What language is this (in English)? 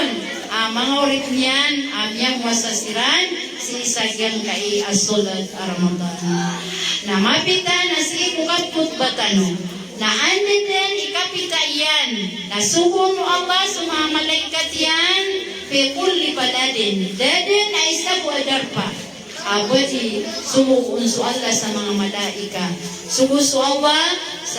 Maranao